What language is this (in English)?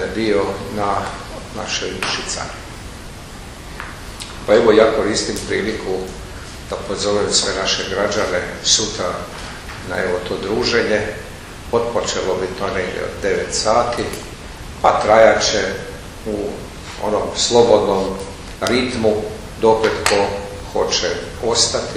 Croatian